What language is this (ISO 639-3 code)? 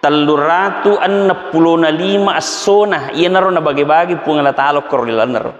bug